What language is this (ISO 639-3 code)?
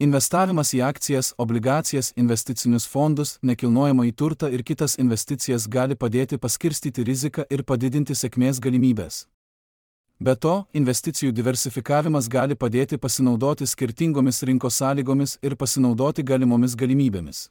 lit